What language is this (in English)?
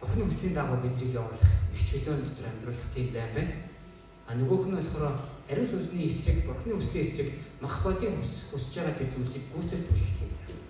Mongolian